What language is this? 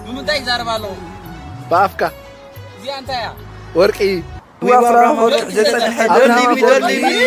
Tigrinya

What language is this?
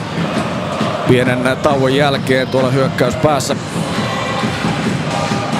Finnish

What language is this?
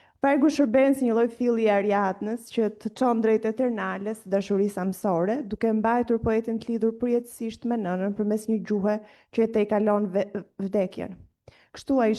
Albanian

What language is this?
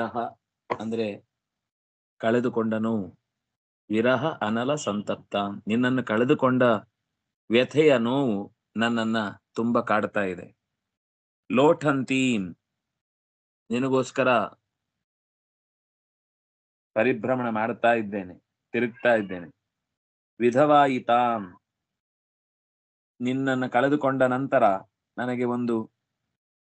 Kannada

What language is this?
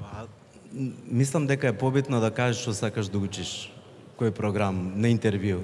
Macedonian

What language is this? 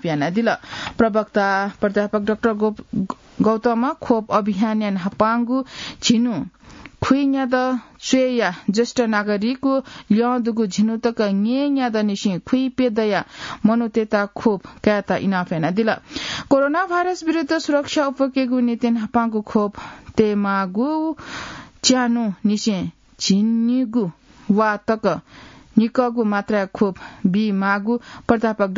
Newari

